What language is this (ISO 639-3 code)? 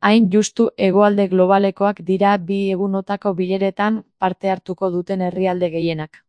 eus